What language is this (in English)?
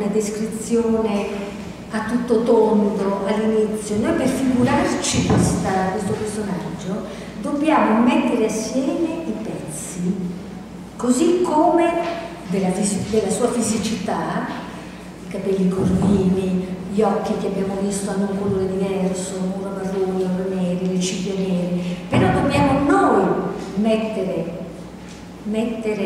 Italian